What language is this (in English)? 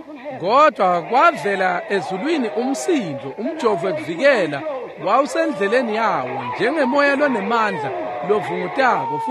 Swati